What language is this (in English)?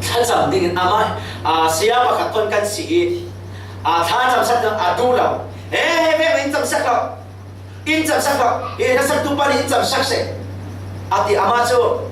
Falam Chin